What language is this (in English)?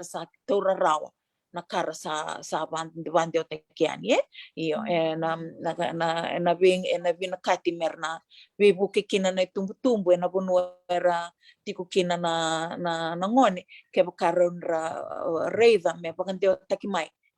Fijian